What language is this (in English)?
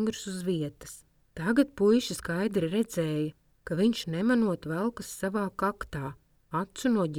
Latvian